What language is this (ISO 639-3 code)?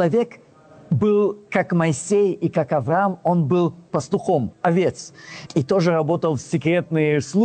rus